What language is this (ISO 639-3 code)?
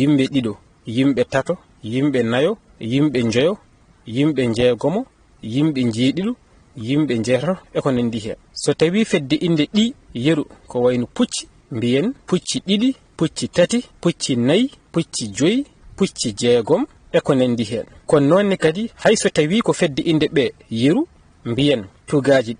ful